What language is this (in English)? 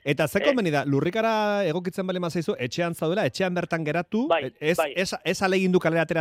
Basque